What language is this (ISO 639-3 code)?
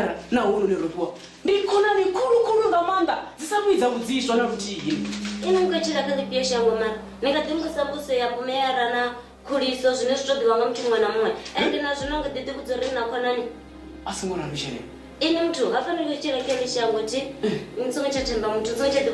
ven